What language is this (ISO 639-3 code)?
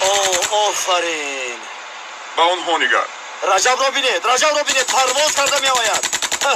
tgk